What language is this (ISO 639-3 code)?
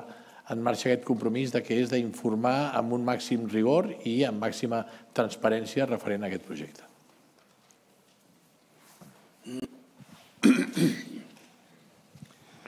cat